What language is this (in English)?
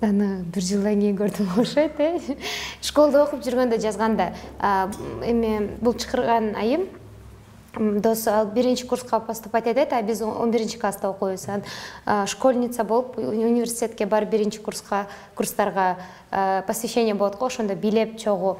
Kyrgyz